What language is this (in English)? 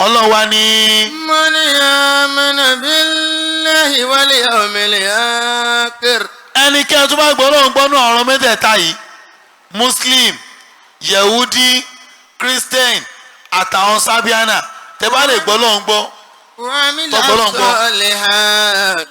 Yoruba